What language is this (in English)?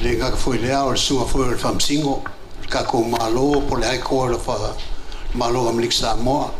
Samoan